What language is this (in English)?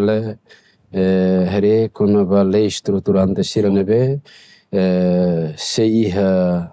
Tetum